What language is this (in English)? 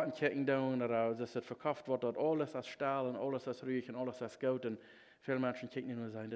Plautdietsch